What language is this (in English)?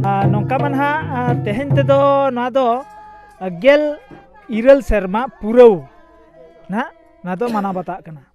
Santali